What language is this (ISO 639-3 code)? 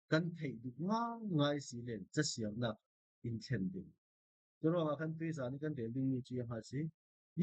cfm